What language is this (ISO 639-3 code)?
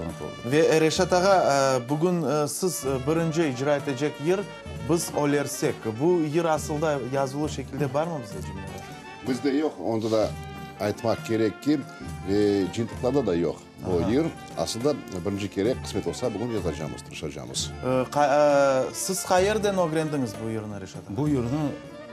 crh